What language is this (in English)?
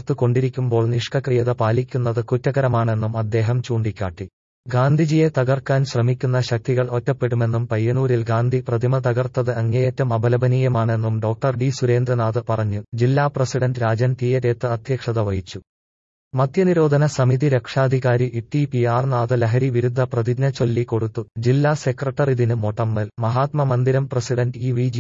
Malayalam